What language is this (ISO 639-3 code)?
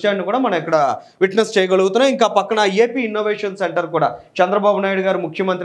tel